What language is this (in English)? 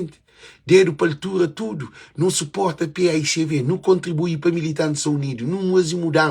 Kabuverdianu